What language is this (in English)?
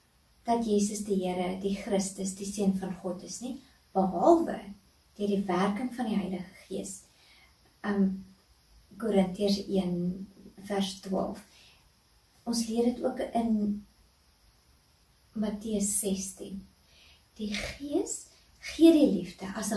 Afrikaans